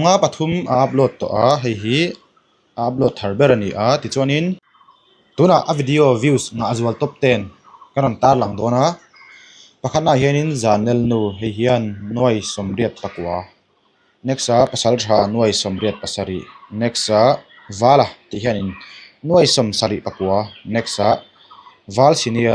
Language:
Mizo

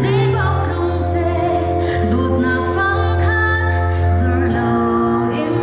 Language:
Falam Chin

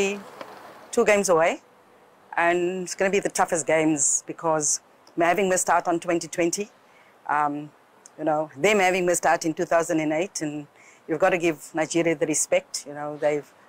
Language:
Tsonga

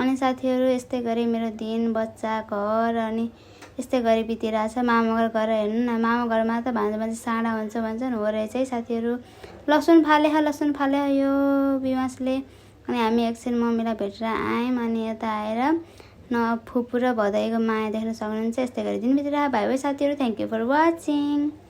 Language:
Nepali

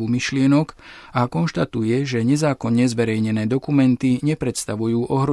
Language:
Slovak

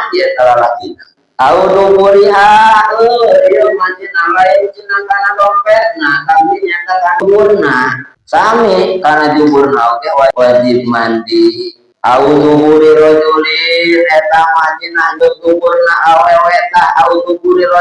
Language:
Sundanese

